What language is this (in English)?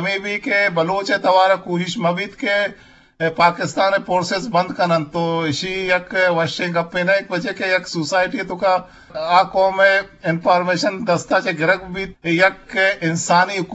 Eastern Balochi